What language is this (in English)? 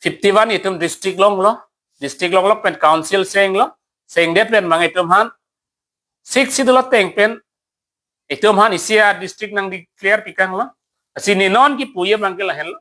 Karbi